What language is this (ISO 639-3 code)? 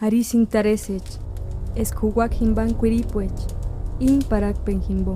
tsz